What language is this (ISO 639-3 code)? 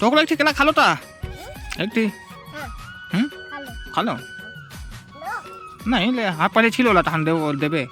hne